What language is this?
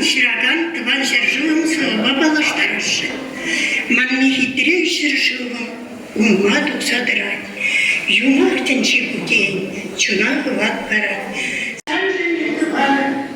Chuvash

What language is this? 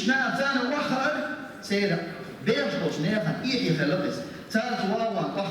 Chechen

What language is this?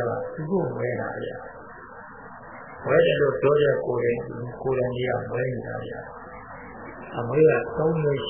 Burmese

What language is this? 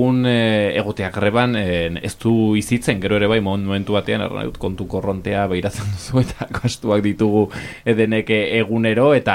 Basque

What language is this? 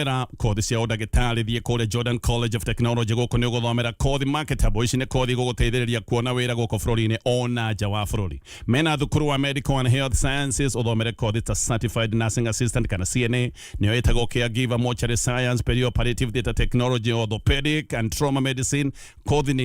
Kikuyu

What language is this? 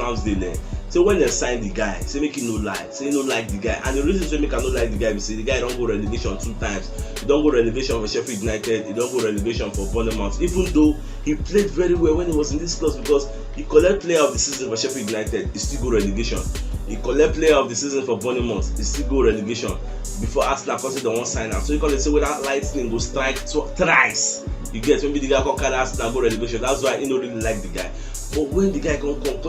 Nigerian Pidgin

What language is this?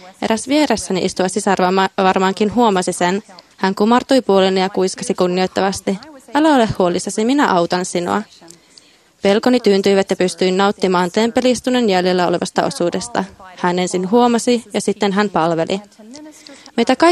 Finnish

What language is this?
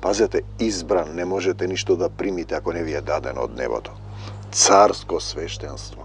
Macedonian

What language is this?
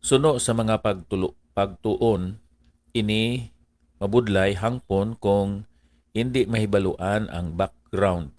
Hiligaynon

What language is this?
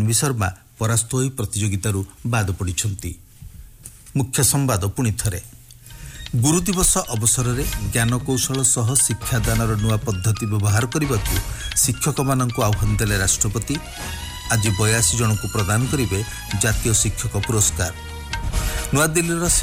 Odia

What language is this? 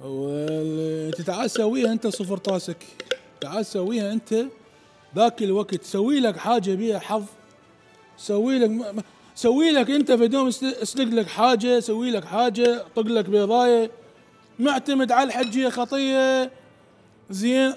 Mesopotamian Arabic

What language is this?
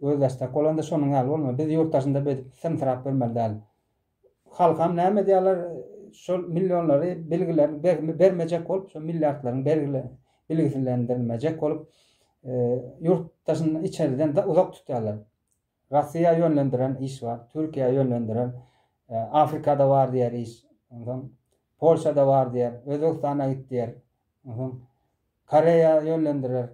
Turkmen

